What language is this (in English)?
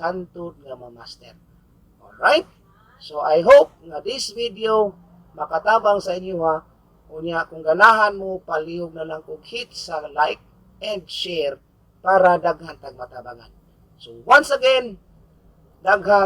Cebuano